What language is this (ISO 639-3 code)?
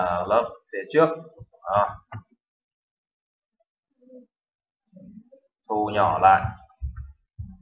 vie